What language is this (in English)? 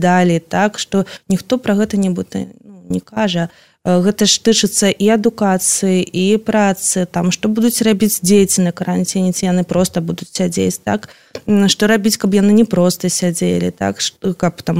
Belarusian